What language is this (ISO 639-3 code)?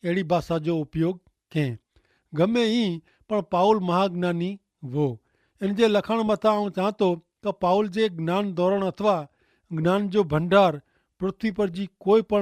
kfr